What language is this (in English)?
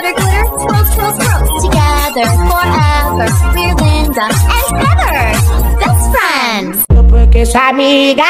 Portuguese